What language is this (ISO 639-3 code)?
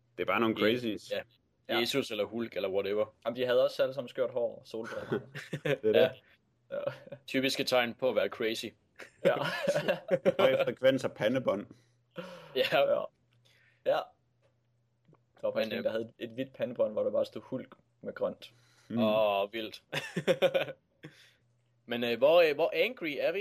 dan